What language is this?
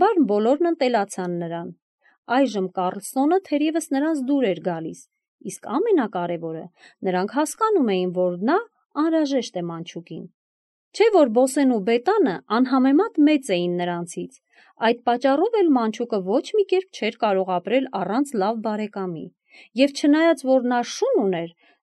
Armenian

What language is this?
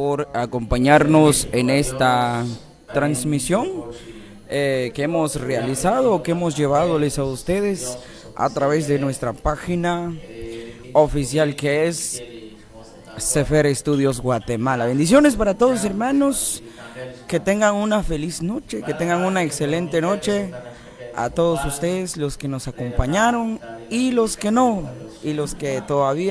Kekchí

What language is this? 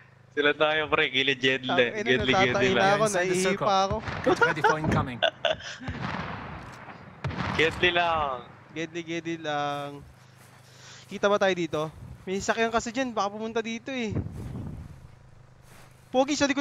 Filipino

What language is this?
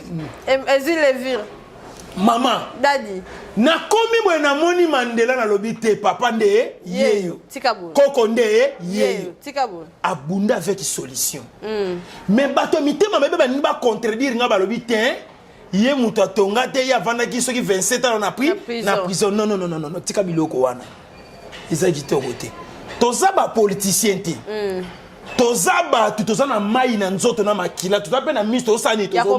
Lingala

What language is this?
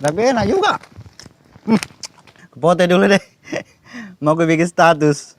Makassar Malay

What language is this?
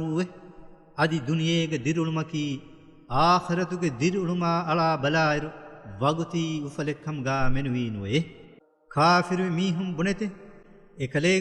Divehi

